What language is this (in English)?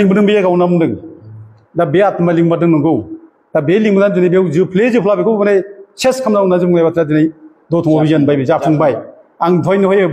Bodo